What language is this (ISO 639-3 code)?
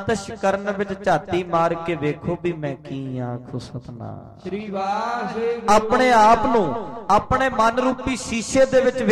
pan